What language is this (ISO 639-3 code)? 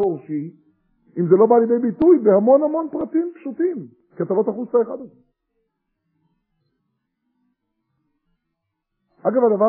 heb